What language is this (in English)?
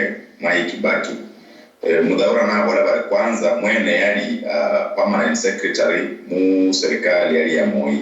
Luyia